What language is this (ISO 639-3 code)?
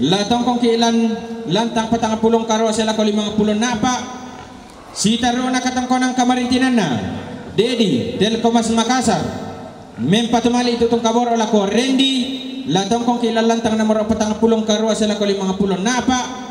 sda